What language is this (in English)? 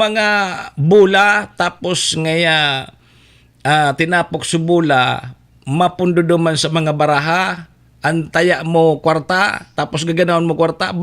Bikol